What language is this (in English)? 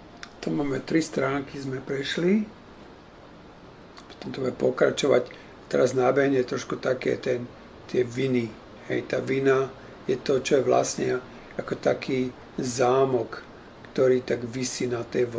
Slovak